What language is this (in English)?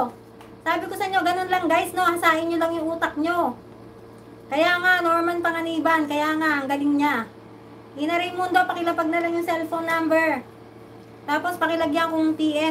Filipino